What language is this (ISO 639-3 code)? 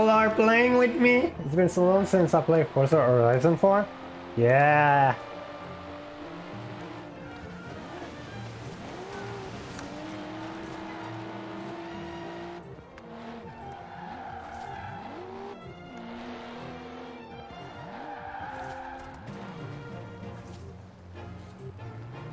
eng